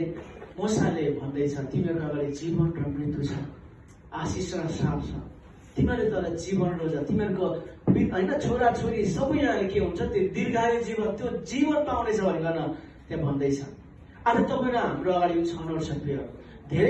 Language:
Nepali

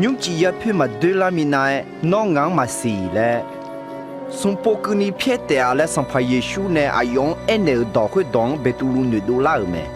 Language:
Akha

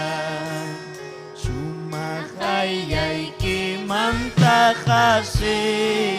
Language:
Ayacucho Quechua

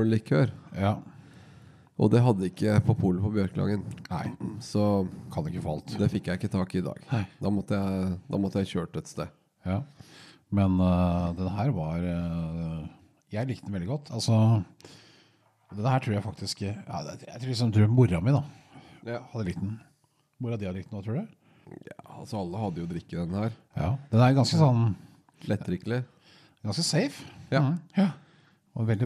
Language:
Norwegian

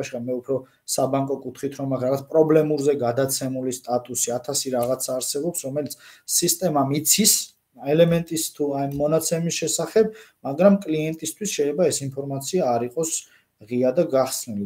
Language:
Georgian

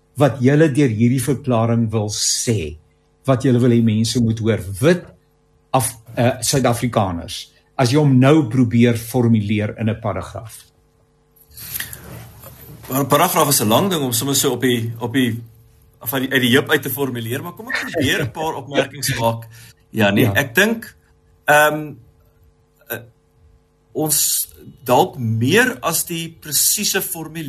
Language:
Afrikaans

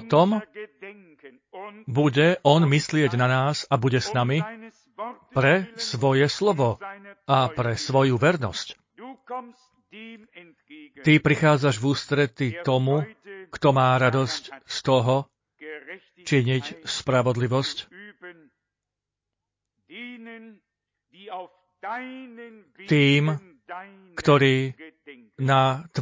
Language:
Slovak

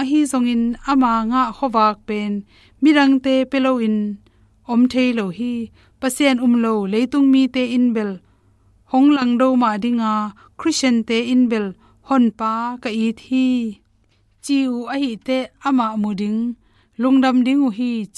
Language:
Tedim Chin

